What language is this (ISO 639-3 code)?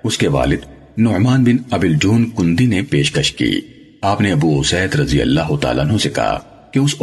urd